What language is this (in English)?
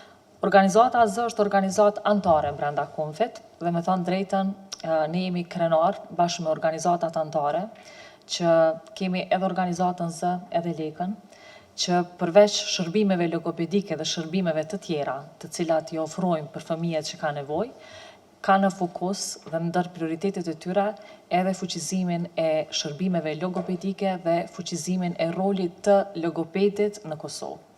Albanian